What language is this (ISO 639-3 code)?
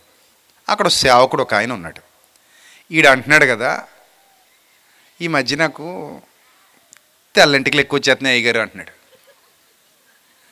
tel